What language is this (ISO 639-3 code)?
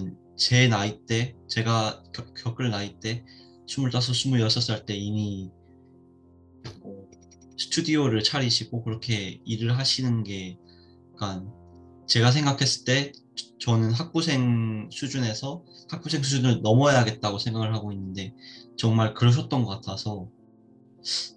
kor